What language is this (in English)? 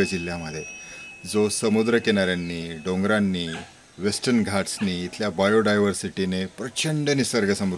Marathi